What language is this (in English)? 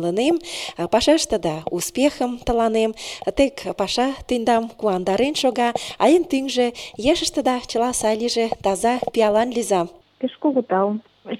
Mari